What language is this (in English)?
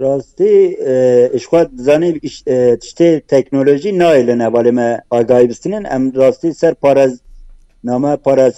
Kurdish